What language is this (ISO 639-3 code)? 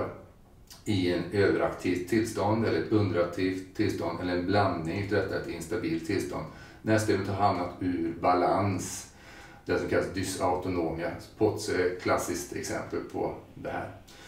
swe